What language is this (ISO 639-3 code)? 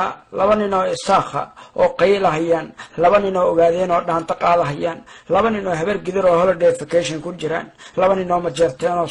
som